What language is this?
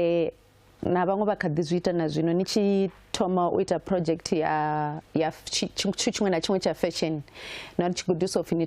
Venda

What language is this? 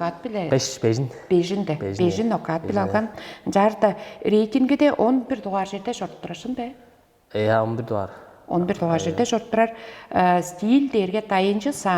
Tuvinian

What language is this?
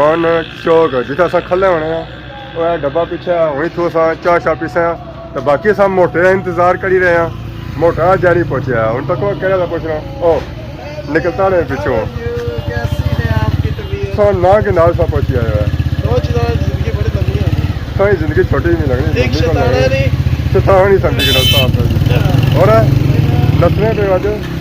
Pahari-Potwari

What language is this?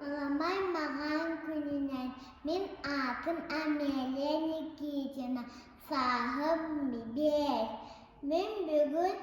Yakut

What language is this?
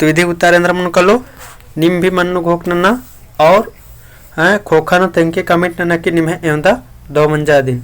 Kurukh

